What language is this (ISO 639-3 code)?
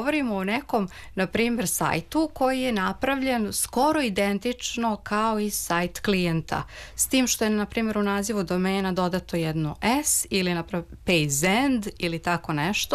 srp